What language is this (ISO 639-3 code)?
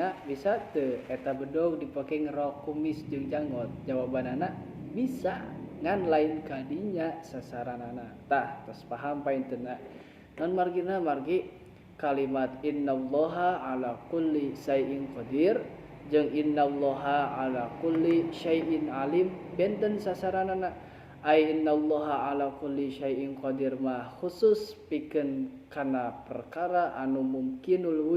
sun